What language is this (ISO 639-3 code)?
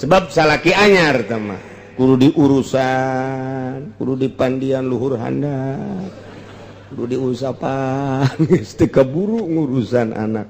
sun